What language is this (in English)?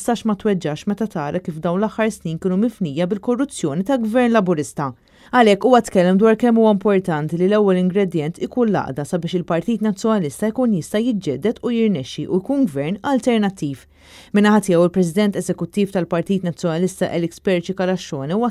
Maltese